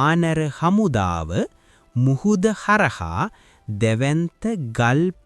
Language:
Sinhala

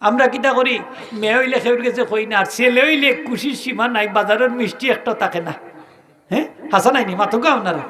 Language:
Sylheti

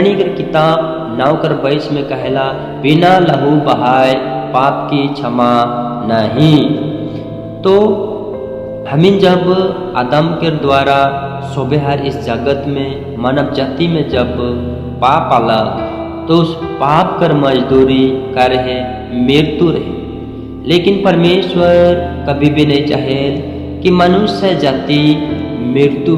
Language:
Sadri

